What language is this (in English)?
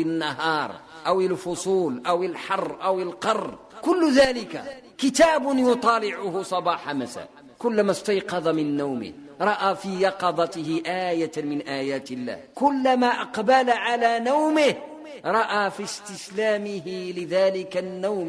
Arabic